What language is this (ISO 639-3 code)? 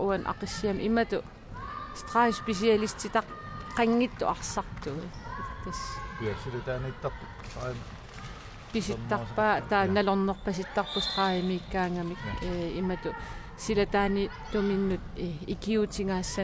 kal